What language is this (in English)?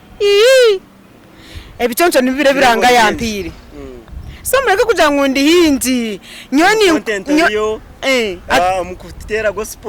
Nyankole